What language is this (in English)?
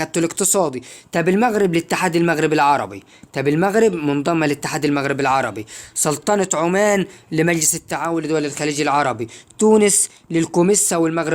Egyptian Arabic